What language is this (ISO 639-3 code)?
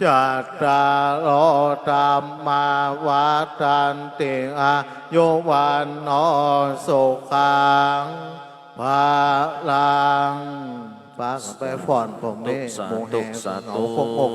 pli